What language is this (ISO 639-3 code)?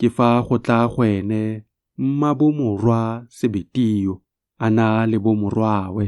tsn